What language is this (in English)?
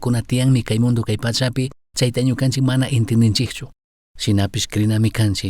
Chimborazo Highland Quichua